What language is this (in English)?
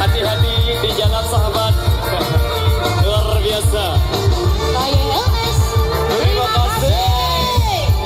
Sasak